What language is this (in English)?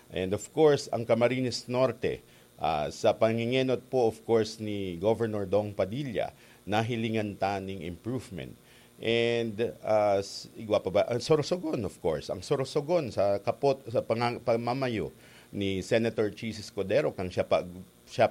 Bikol